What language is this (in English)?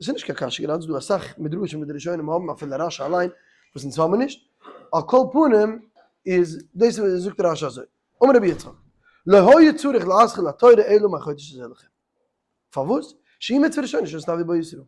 Yiddish